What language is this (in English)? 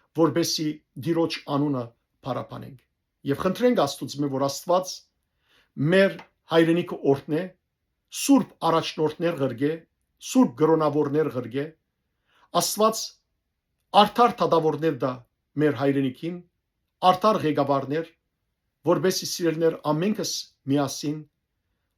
Western Armenian